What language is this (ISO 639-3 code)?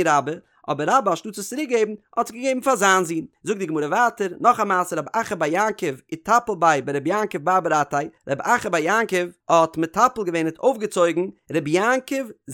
yid